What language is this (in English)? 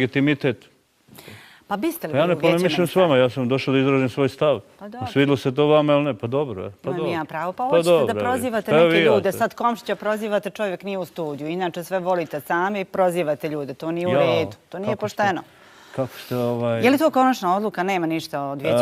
Bosnian